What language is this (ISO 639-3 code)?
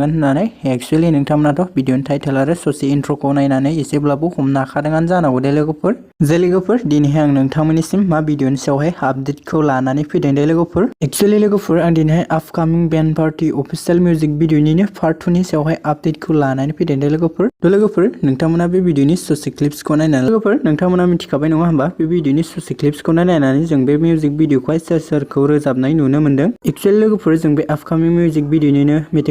brx